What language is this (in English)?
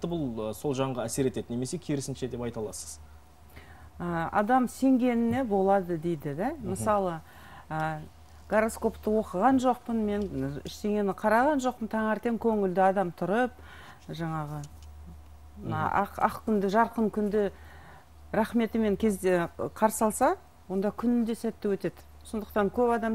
Kazakh